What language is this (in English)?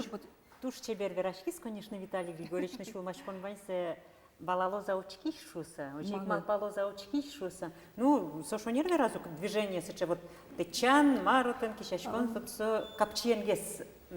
Udmurt